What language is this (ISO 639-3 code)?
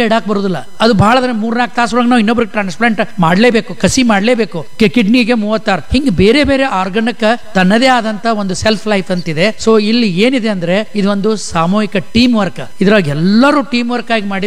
kan